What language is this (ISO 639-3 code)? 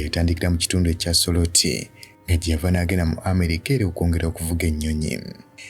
lug